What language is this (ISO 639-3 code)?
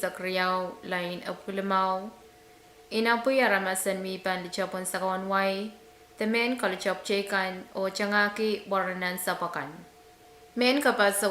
pon